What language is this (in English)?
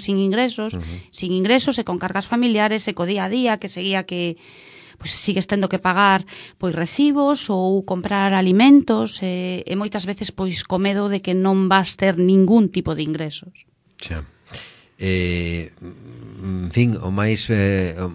Galician